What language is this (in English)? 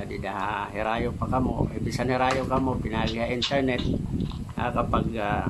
Waray